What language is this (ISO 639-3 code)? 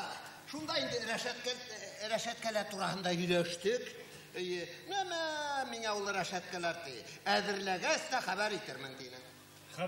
bak